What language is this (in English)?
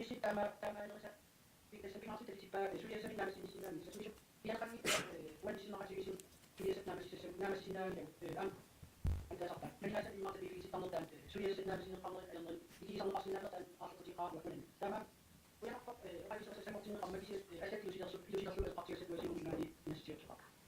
Kalaallisut